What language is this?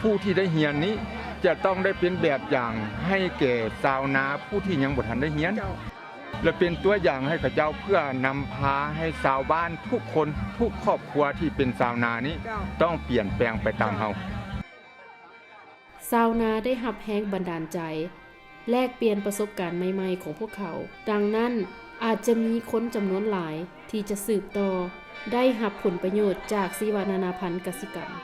Lao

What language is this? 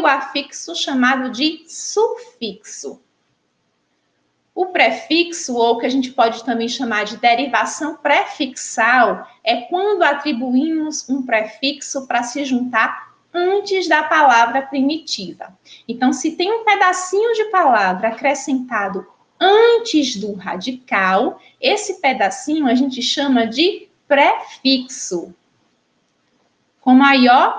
Portuguese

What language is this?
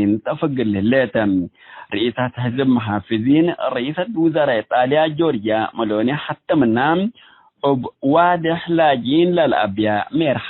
Tigre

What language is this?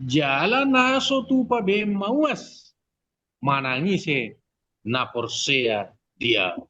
Batak Toba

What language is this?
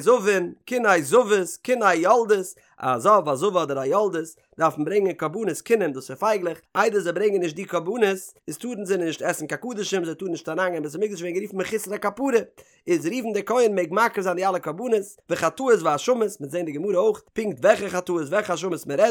Yiddish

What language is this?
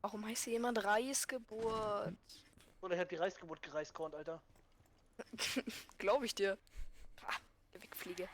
Swiss German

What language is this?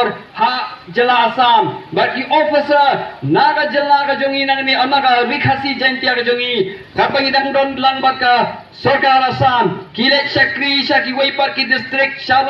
Khasi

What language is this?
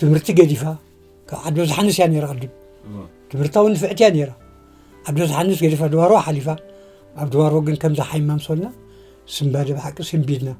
Tigrinya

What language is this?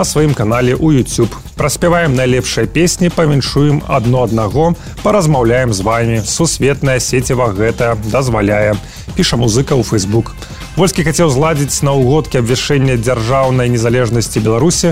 Belarusian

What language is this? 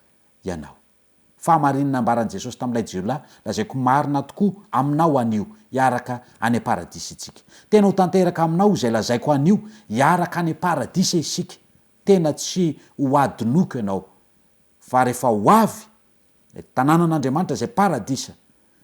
Malagasy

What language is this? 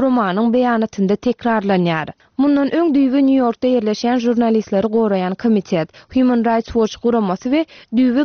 Turkmen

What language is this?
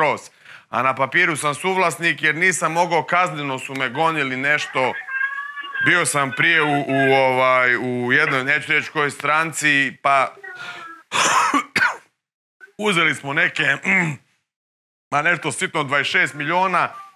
Croatian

